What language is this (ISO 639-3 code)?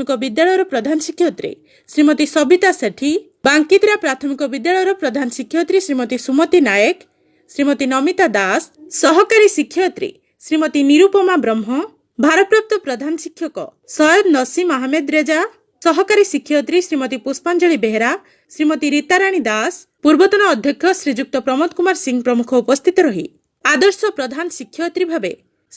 ori